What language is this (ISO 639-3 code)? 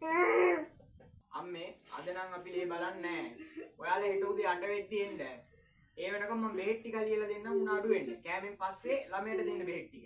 sin